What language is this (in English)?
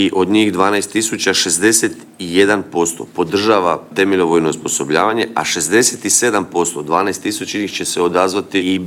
Croatian